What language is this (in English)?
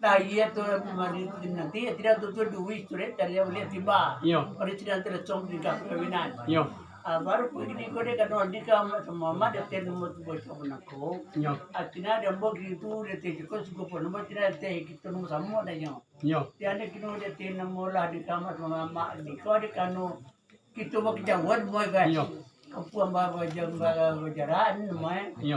Minangkabau